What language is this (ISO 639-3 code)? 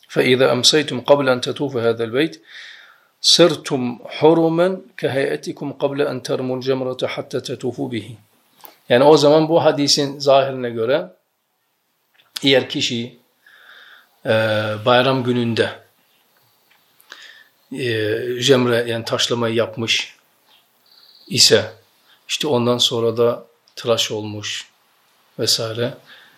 tur